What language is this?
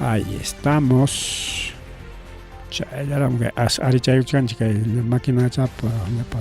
Ayacucho Quechua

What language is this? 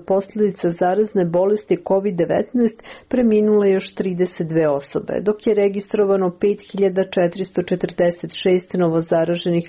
Serbian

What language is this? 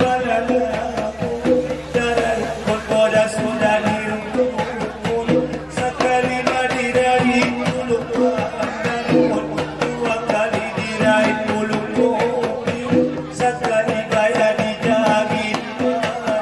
Batak Angkola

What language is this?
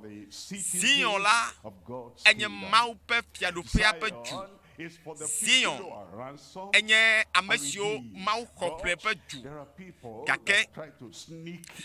Ewe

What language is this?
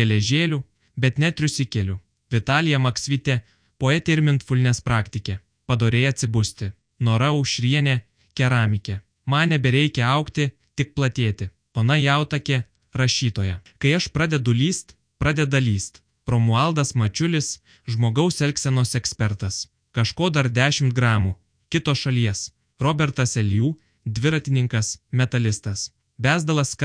Lithuanian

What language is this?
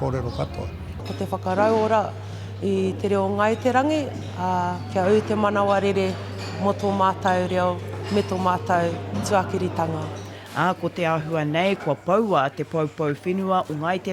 Māori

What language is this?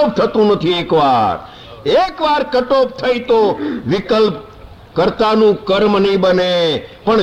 Gujarati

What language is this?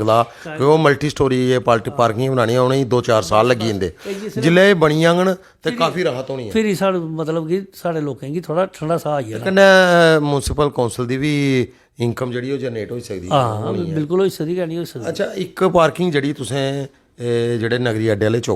Dogri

